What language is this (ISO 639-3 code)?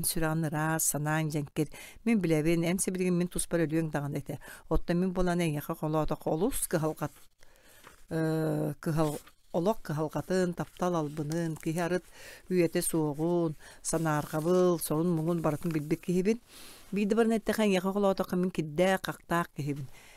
sah